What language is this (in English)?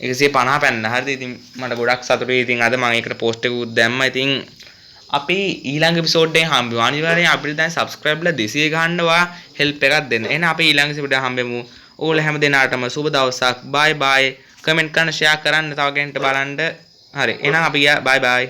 Sinhala